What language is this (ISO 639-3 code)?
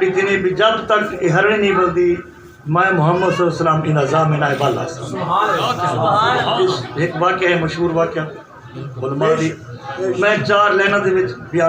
skr